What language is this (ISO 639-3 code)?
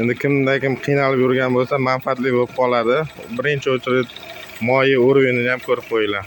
uzb